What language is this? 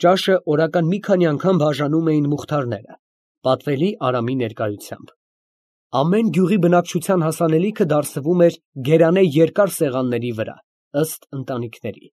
Armenian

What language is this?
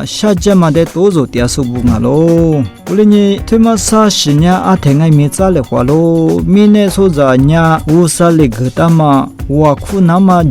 Lisu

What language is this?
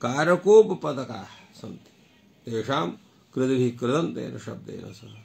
Sanskrit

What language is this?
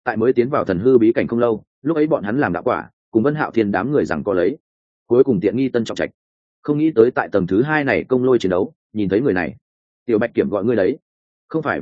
Vietnamese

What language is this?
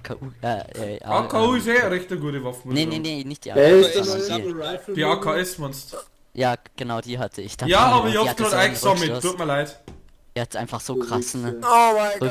Bavarian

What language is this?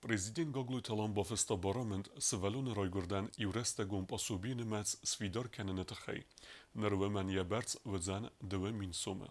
Ossetic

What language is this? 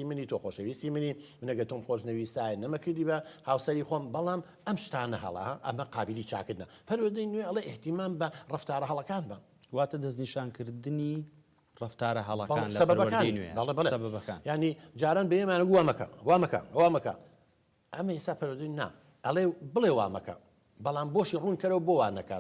Central Kurdish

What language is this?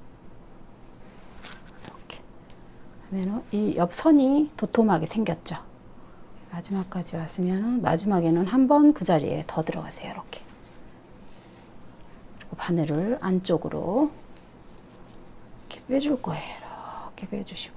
Korean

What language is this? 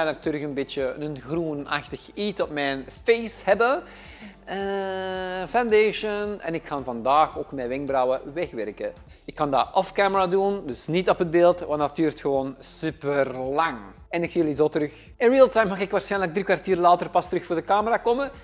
Dutch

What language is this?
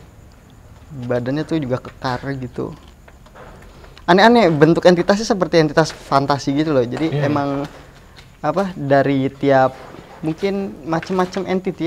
Indonesian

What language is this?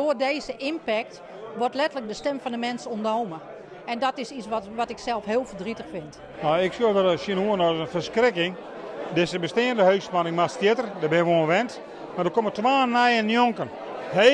Western Frisian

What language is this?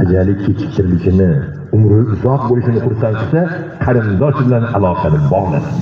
Uzbek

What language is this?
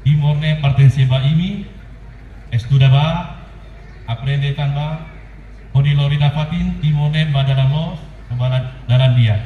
Tetum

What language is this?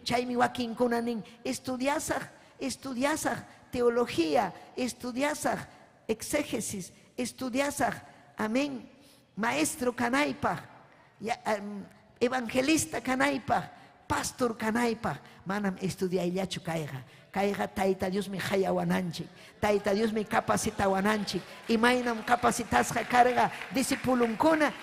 Ayacucho Quechua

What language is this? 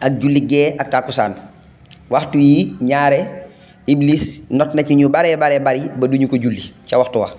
Wolof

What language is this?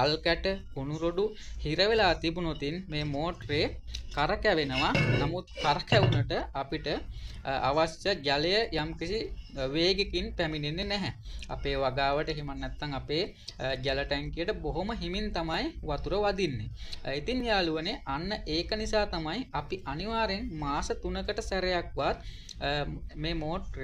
Sinhala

